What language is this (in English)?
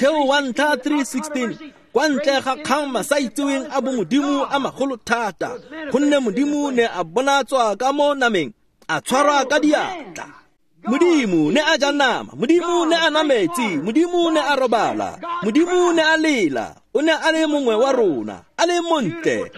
Tswana